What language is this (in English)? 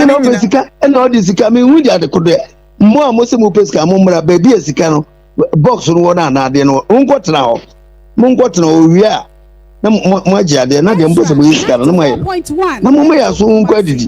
Akan